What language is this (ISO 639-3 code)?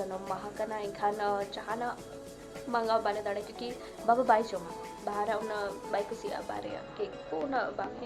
sat